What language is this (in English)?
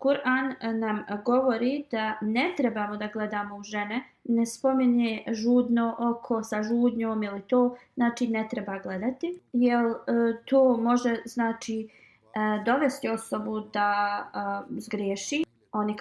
Bosnian